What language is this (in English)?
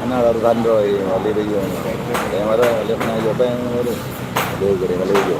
Achinese